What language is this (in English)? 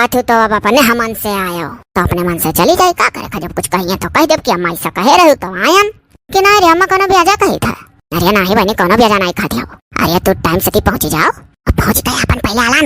Awadhi